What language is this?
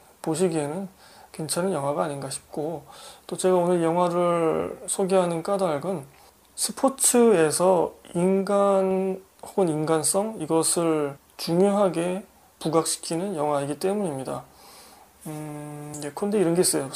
Korean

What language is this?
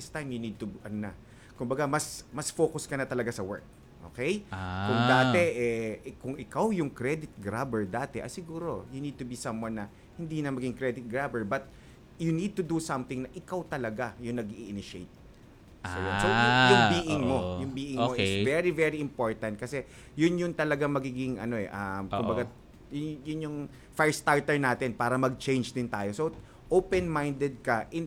Filipino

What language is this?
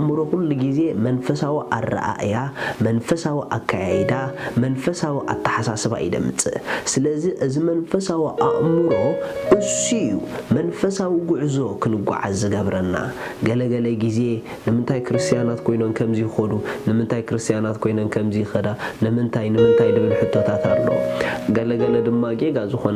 Tigrinya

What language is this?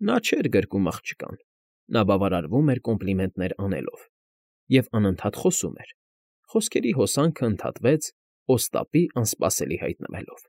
Armenian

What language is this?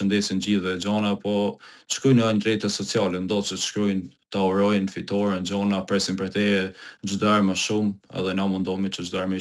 Albanian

